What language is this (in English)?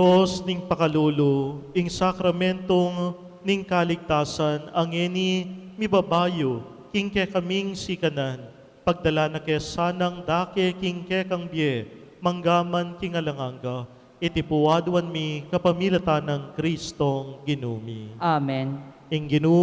Pampanga